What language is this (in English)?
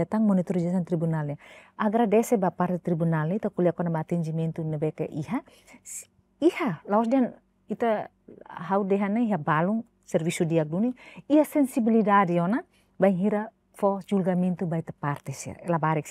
Tetum